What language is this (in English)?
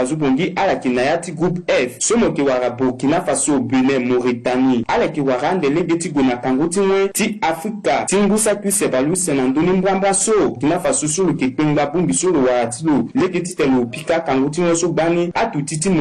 Sango